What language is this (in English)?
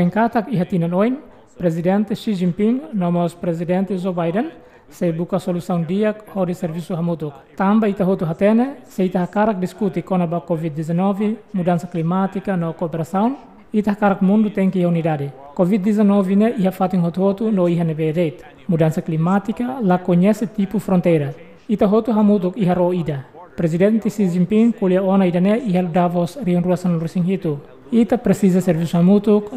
Tetum